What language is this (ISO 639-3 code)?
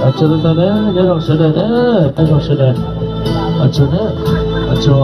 hmn